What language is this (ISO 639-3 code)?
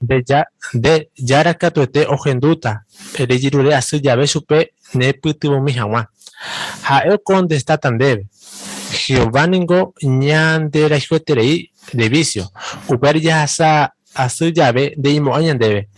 grn